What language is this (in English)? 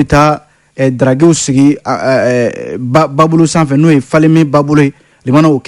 Bambara